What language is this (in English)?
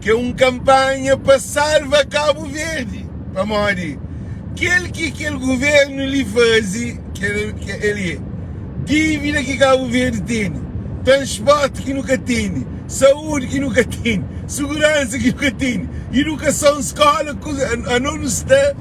Kabuverdianu